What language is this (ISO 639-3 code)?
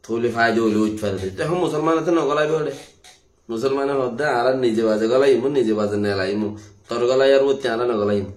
rhg